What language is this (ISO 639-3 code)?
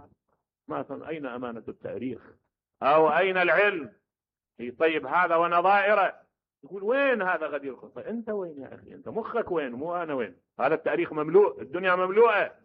acm